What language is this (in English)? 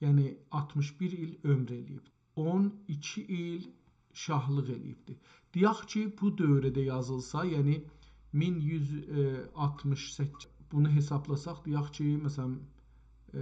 South Azerbaijani